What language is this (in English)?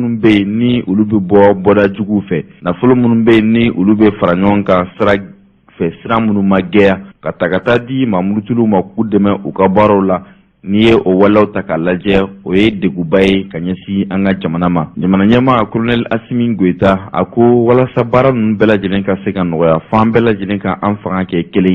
Bambara